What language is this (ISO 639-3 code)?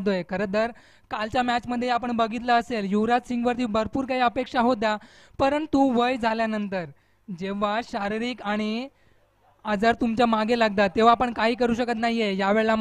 mar